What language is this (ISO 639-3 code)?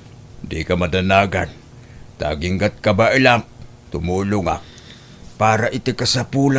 ilo